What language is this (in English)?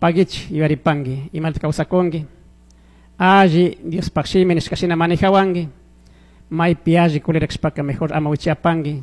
Chimborazo Highland Quichua